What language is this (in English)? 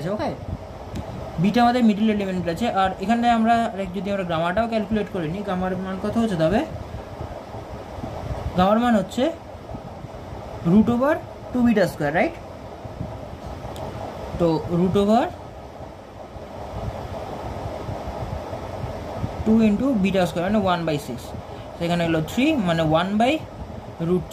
Bangla